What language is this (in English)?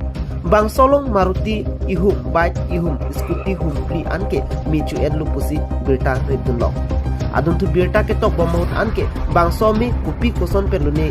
Karbi